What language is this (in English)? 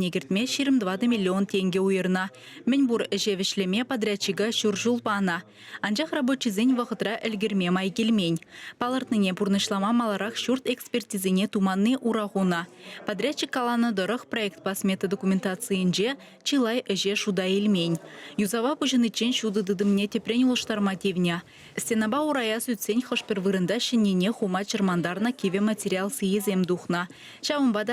Chuvash